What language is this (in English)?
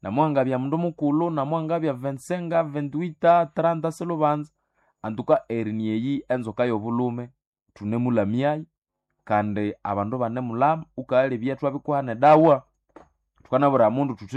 Nande